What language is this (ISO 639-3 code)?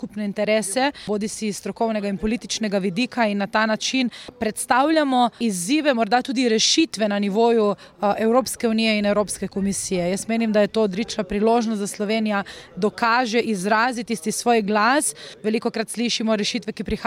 slv